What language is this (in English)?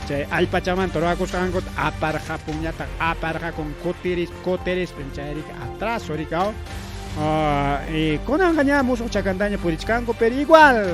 Ayacucho Quechua